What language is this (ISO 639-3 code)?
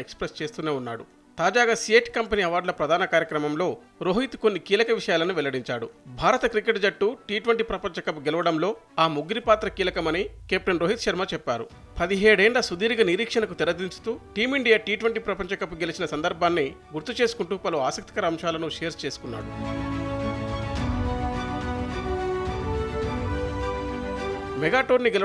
tel